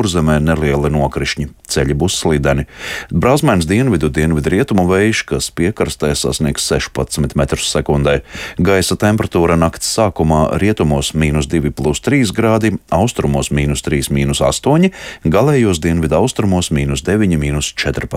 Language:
Latvian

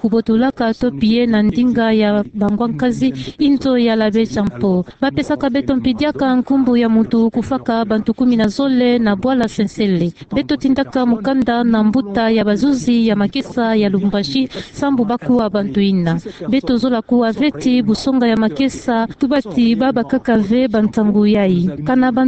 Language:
Kituba (Democratic Republic of Congo)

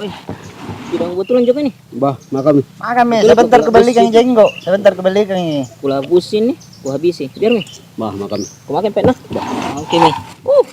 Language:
Makassar Malay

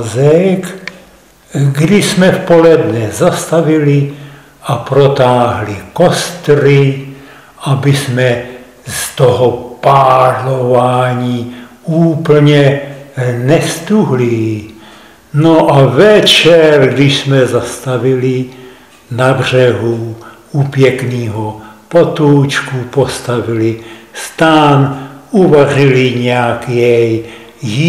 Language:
Czech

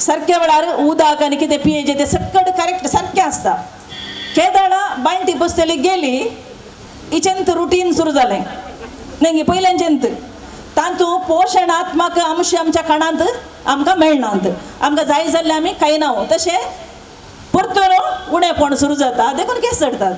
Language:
Konkani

